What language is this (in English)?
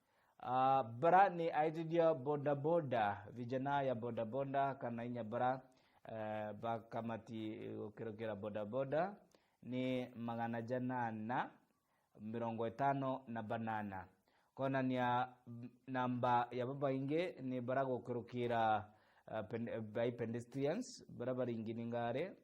Meru